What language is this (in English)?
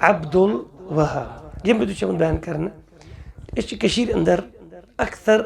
Kashmiri